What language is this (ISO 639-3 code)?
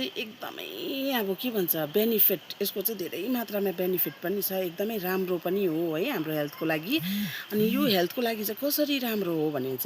nep